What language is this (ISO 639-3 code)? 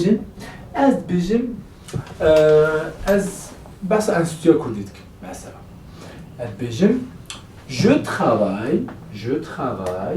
kur